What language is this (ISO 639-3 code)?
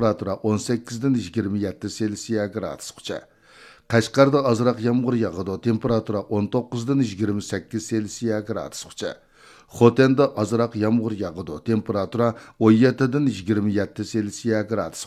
uig